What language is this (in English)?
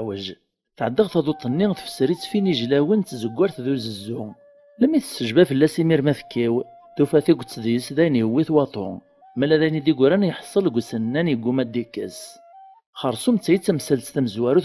Kabyle